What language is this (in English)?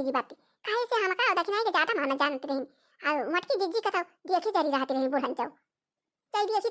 Awadhi